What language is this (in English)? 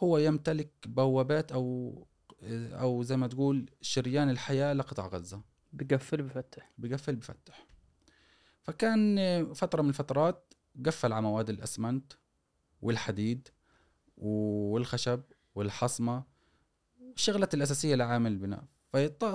Gulf Arabic